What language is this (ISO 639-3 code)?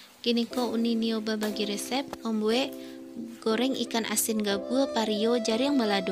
min